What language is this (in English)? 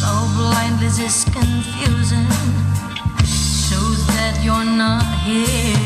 Waray